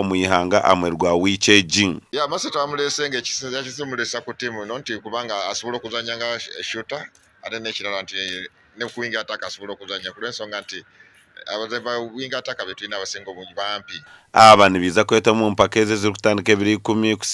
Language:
Nyankole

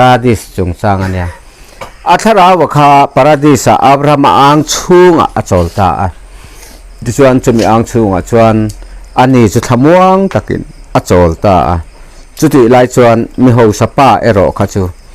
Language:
Mizo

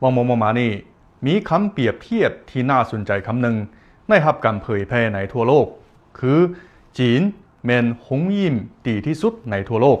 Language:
Lao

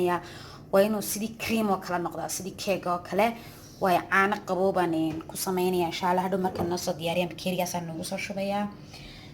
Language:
Somali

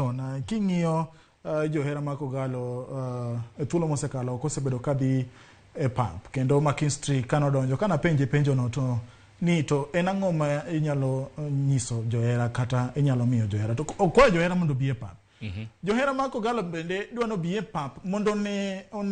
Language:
Luo (Kenya and Tanzania)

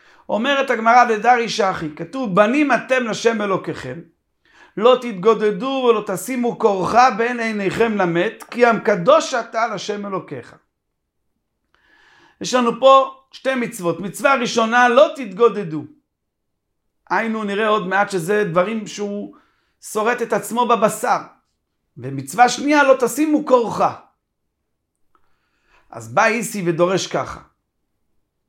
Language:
Hebrew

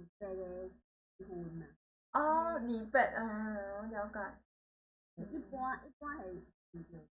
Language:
Min Nan Chinese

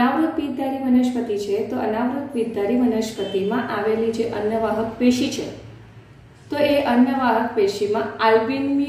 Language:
Gujarati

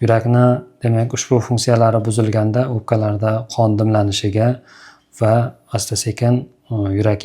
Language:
Uzbek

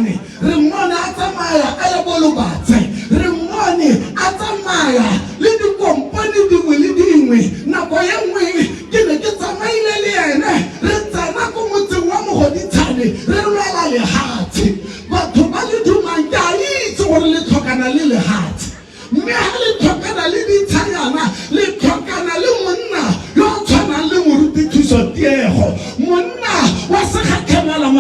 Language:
Tswana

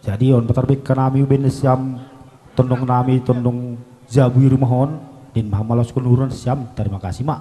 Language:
Batak Simalungun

